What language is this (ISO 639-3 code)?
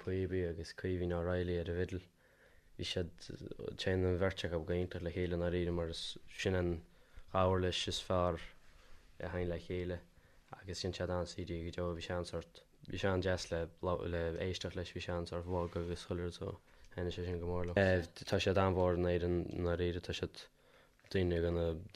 gle